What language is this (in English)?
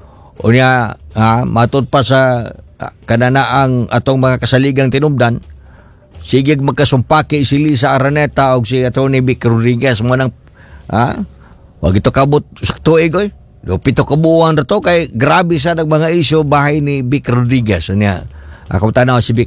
Cebuano